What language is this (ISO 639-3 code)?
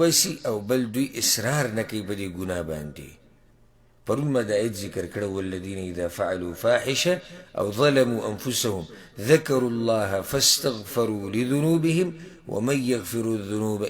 pus